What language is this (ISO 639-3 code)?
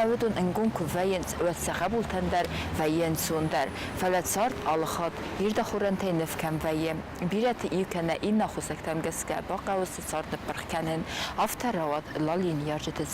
oss